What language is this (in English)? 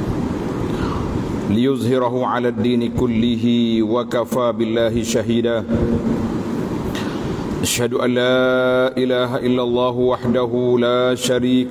Malay